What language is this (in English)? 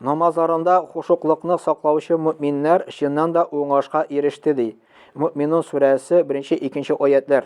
Tatar